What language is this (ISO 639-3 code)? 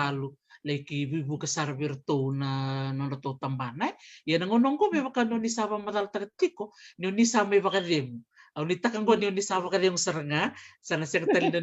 fij